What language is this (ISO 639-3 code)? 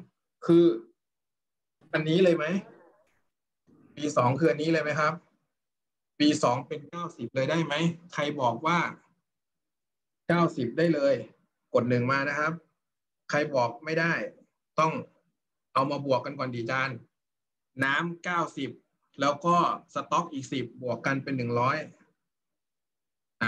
tha